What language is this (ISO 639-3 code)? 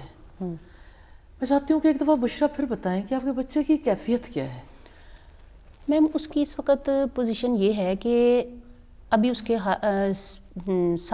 urd